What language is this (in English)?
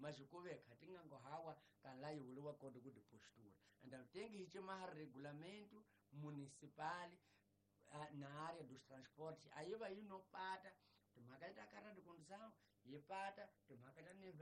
Tsonga